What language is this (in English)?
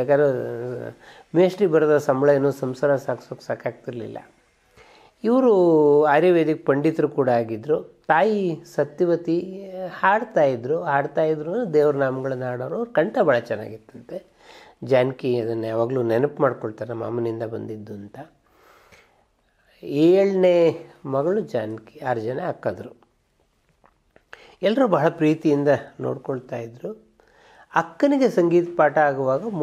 Kannada